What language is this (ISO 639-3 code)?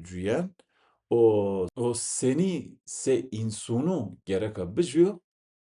zza